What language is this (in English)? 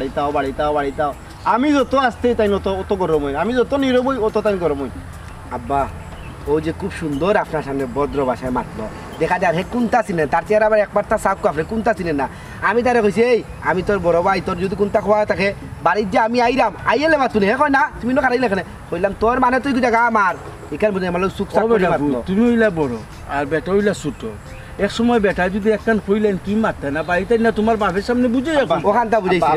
Sylheti